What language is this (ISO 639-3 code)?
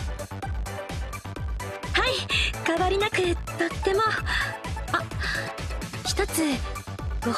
jpn